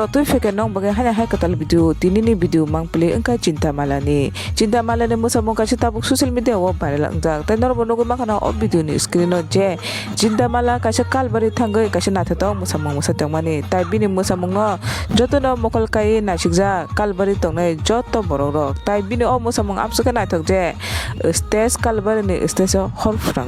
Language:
Kok Borok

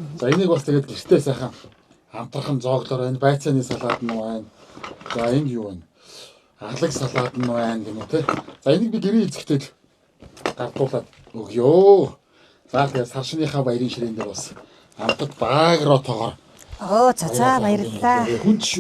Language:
Mongolian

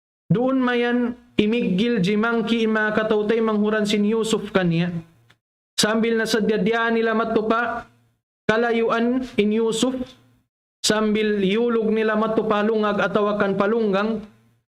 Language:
Tausug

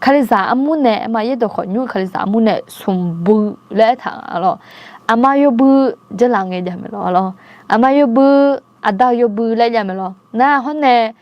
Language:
Akha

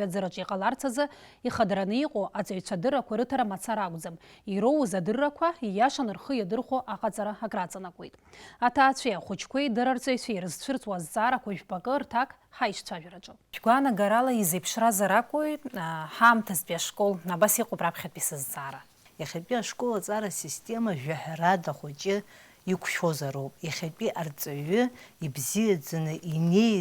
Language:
Abkhazian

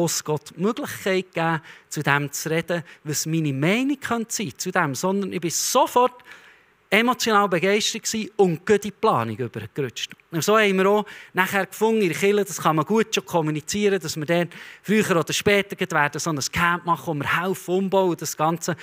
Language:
Swiss German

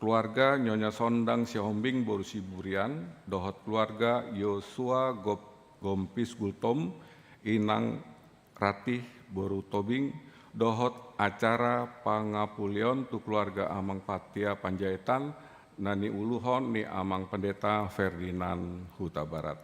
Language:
Batak Toba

